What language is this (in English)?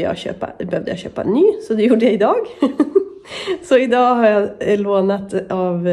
Swedish